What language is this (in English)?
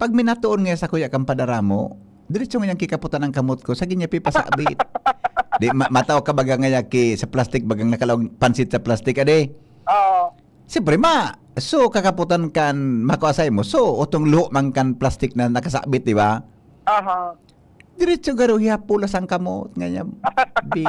Bikol